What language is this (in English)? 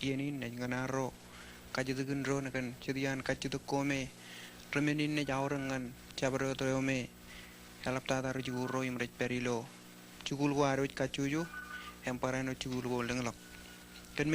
Marshallese